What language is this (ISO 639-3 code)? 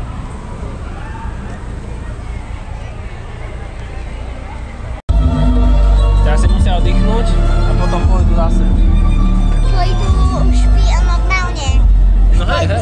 slk